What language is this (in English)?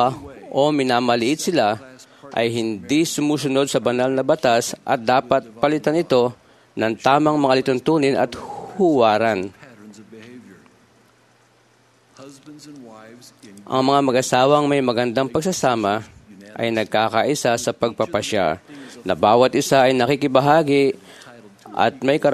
Filipino